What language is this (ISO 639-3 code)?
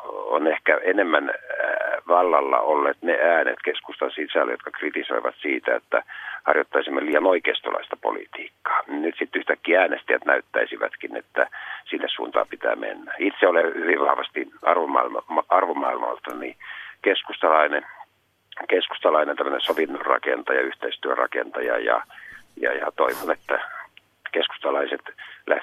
fin